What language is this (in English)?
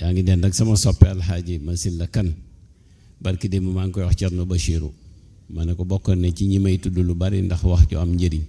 Wolof